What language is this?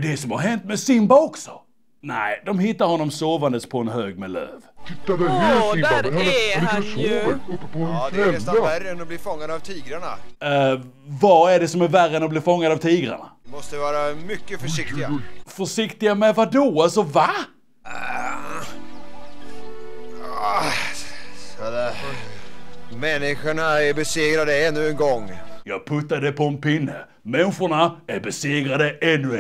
Swedish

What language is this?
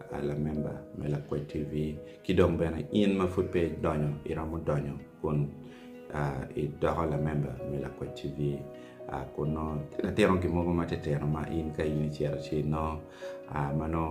Acoli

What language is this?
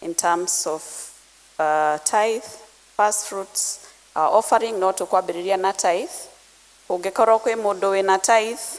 Kikuyu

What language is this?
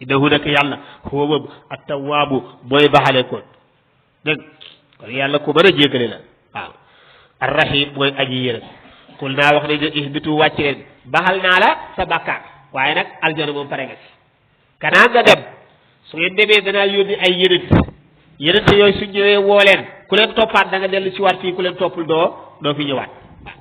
Wolof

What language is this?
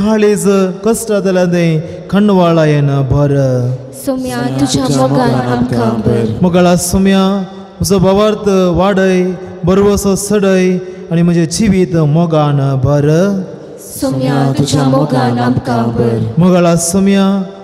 Konkani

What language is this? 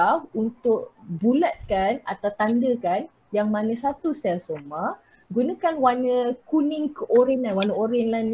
Malay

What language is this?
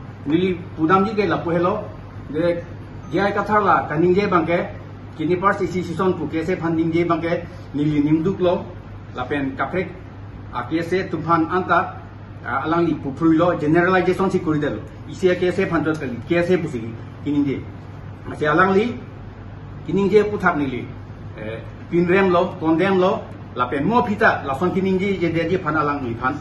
Karbi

